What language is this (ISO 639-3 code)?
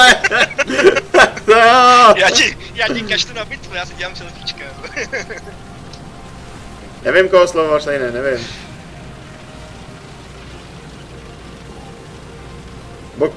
ces